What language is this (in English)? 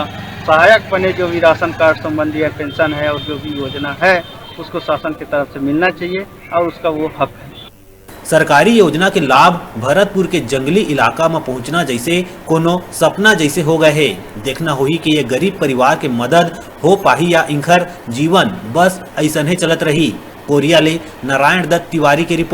Chhattisgarhi